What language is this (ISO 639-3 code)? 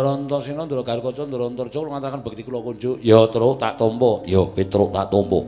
jav